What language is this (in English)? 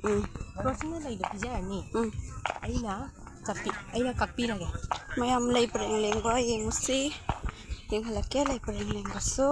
Manipuri